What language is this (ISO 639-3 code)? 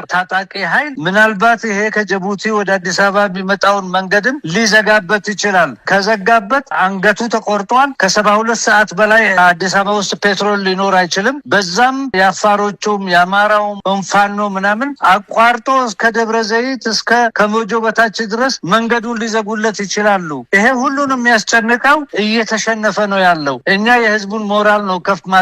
amh